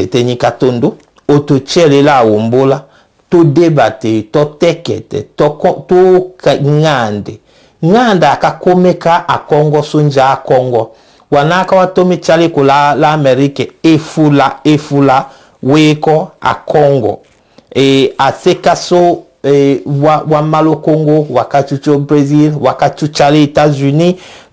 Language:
Tetela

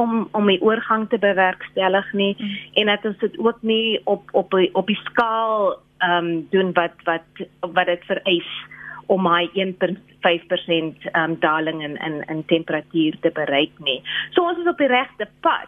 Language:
Afrikaans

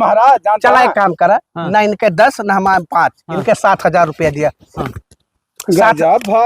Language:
Awadhi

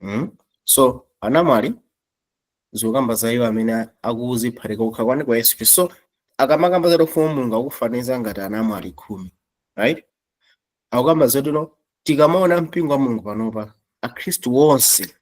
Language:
Nyanja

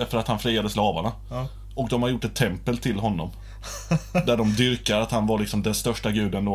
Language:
Swedish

